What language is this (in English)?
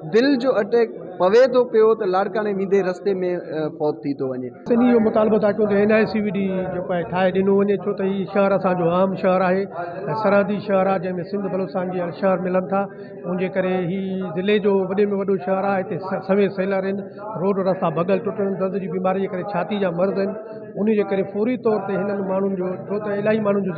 Sindhi